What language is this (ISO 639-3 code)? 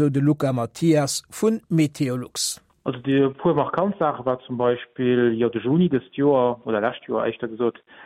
ltz